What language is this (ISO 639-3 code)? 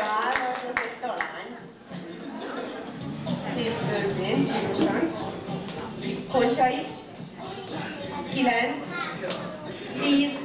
hun